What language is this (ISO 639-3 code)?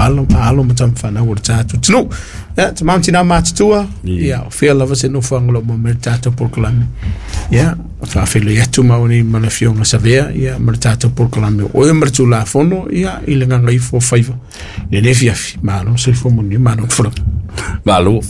smo